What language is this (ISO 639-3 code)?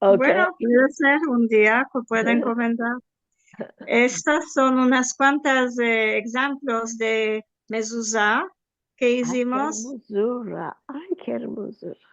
lad